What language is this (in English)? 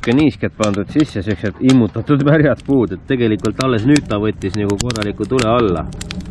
Estonian